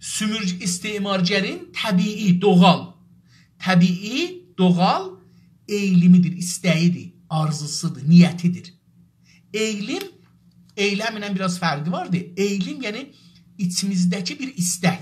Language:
South Azerbaijani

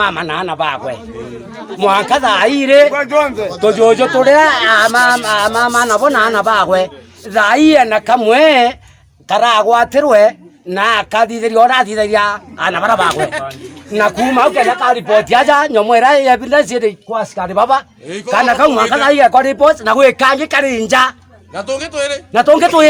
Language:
Meru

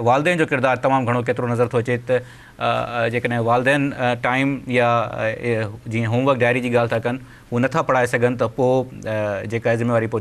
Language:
Sindhi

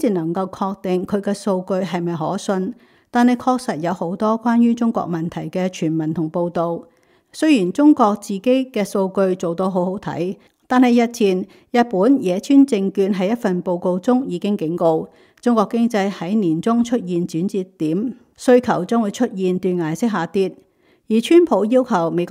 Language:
Cantonese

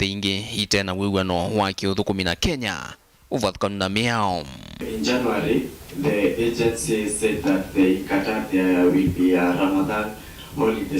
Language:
Kamba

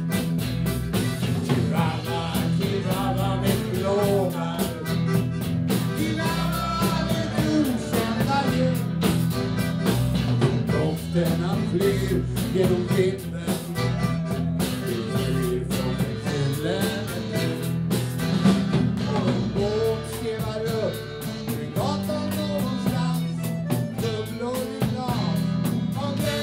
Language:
Swedish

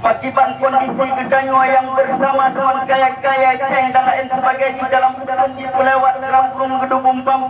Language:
Achinese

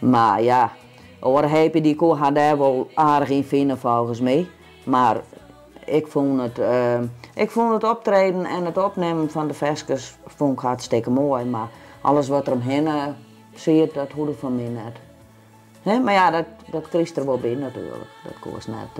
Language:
Western Frisian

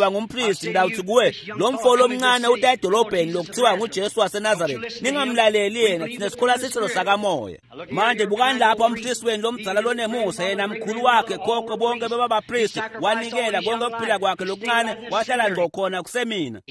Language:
Swati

